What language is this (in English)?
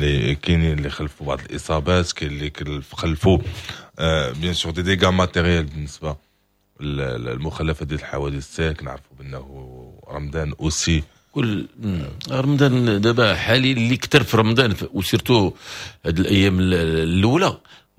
Moroccan Arabic